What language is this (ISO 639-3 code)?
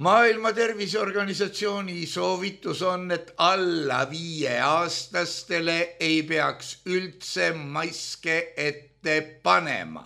est